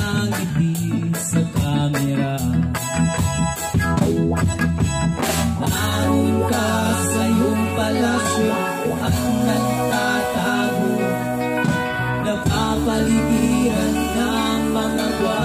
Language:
Filipino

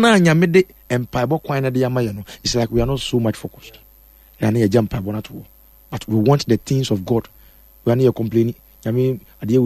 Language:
Akan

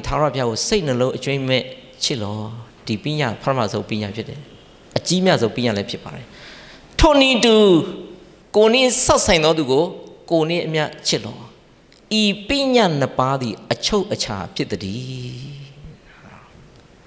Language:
Burmese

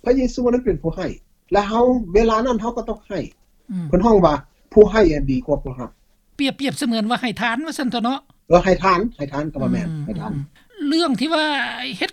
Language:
Lao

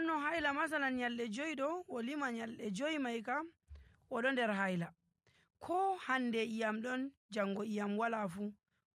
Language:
Nigerian Fulfulde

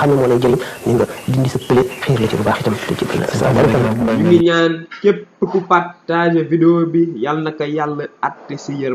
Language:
Wolof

